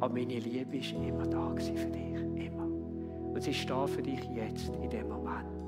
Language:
Swiss German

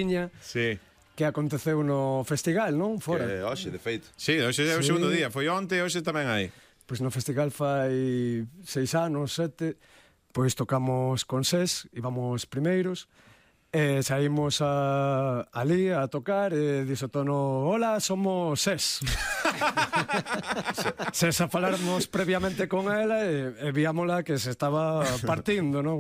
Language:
Galician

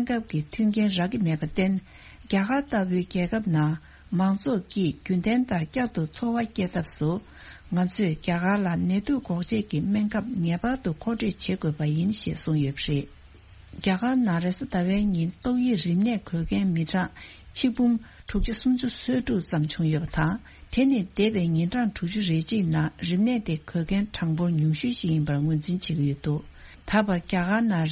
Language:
Tibetan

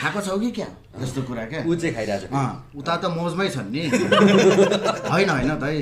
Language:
Nepali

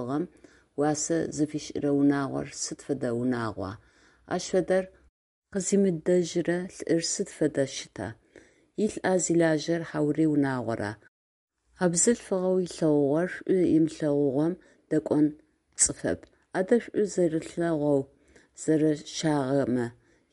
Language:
Adyghe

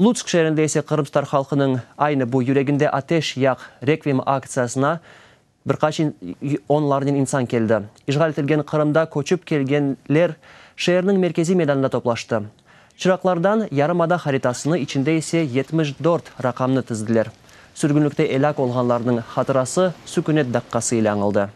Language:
Crimean Tatar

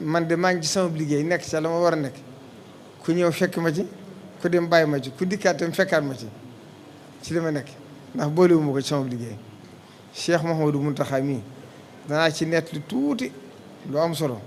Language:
Wolof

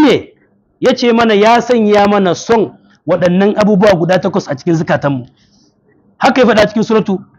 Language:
Hausa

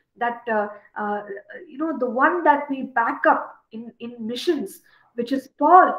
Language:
English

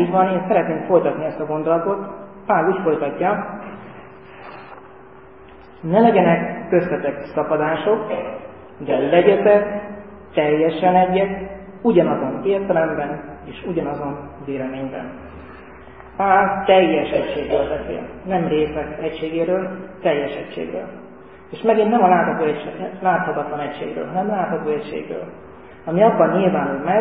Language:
Hungarian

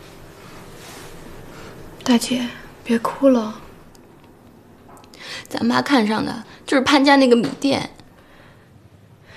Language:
Chinese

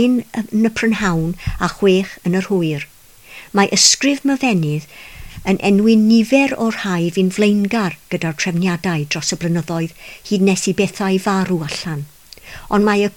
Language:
Welsh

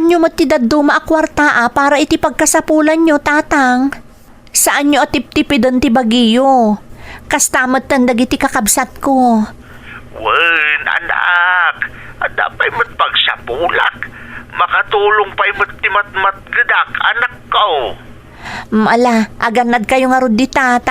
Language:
Iloko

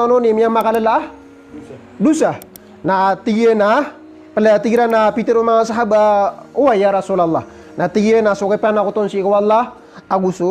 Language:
Maranao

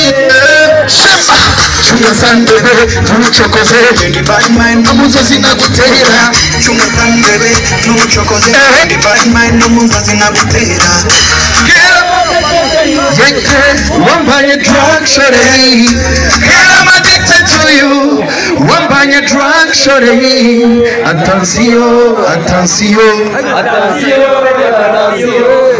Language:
Kinyarwanda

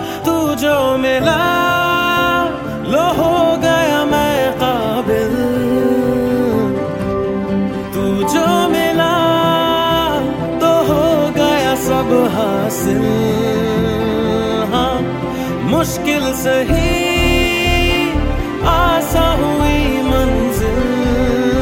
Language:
Hindi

